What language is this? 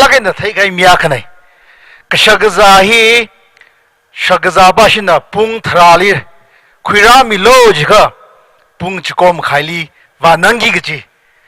Tangkhul Naga (India)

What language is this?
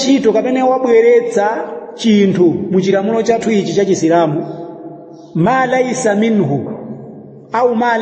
Nyanja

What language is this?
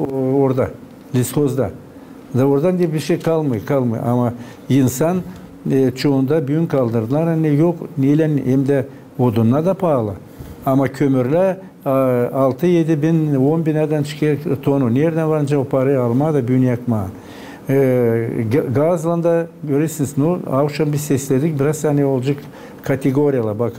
Gagauz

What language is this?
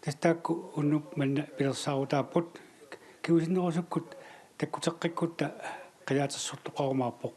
Kalaallisut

